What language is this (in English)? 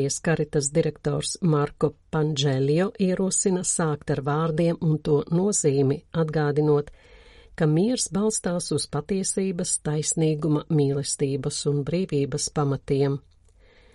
Latvian